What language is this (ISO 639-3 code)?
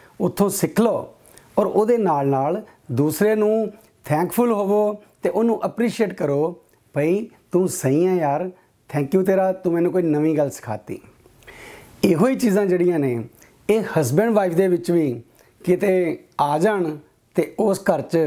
pan